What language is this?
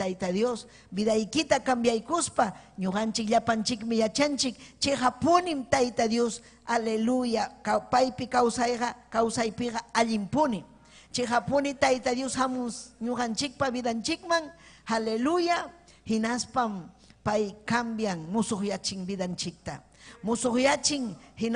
Ayacucho Quechua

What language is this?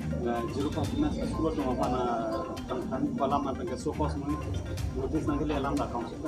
Karbi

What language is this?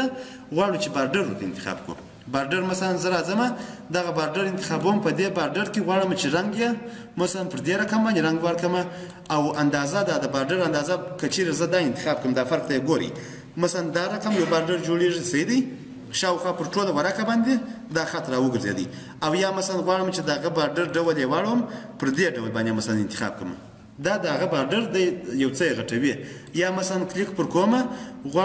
Pashto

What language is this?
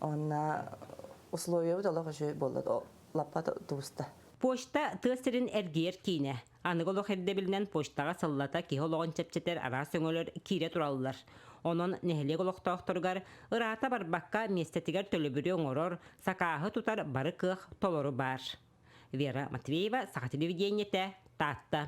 Yakut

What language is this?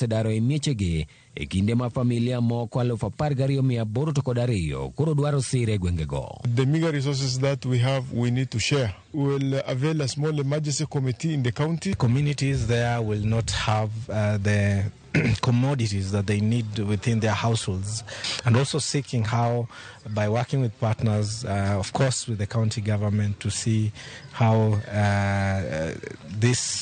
Luo (Kenya and Tanzania)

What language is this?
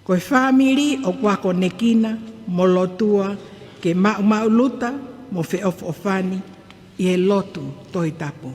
Tongan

